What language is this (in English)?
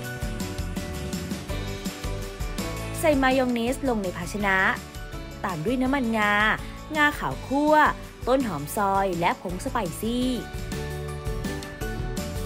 Thai